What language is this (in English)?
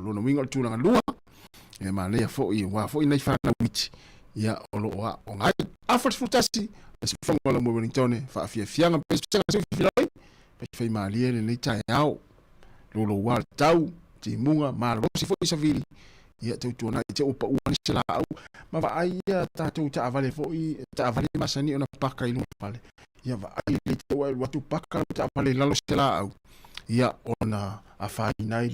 Samoan